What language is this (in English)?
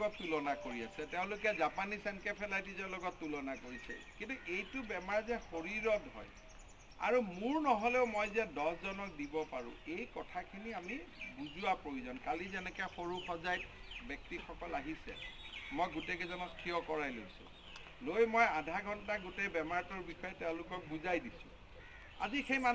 Assamese